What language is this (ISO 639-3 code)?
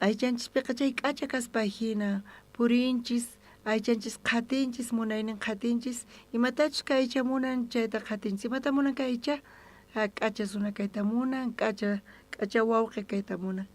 quh